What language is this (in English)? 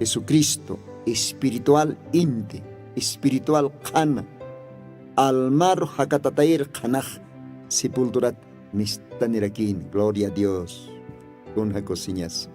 Aymara